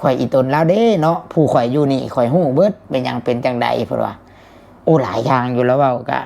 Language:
Northeastern Thai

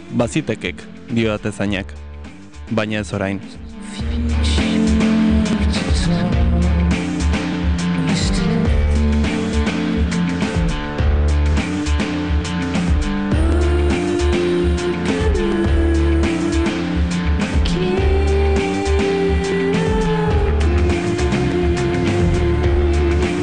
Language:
Basque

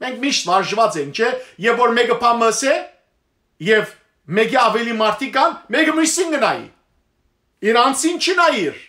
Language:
Western Armenian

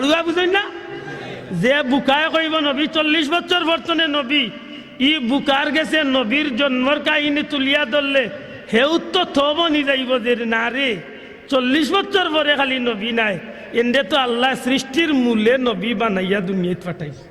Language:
Sylheti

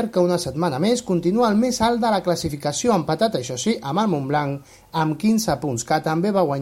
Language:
Catalan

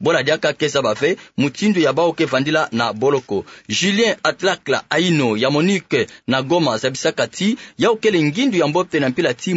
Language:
Kituba (Democratic Republic of Congo)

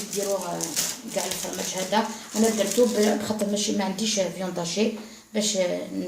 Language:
Algerian Arabic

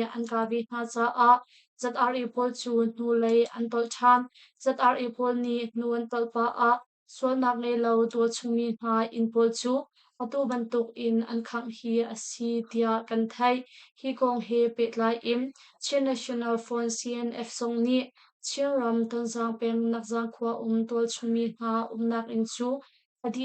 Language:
Hakha Chin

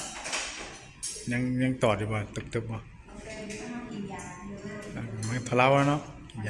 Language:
Northeastern Thai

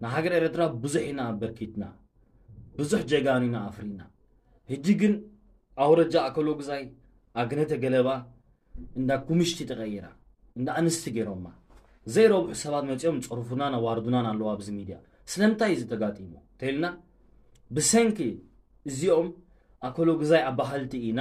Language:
Tigrinya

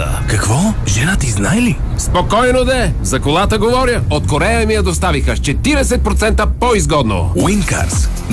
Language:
Bulgarian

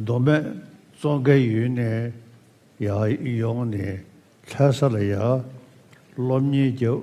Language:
Tibetan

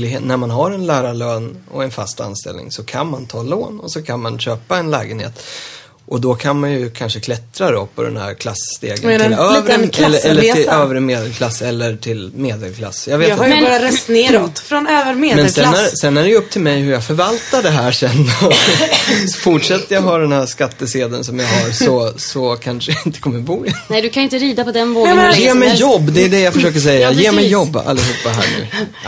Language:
Swedish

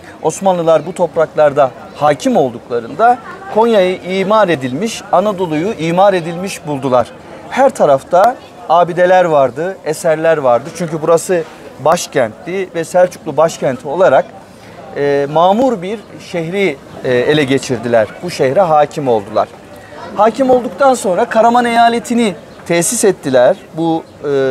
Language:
Turkish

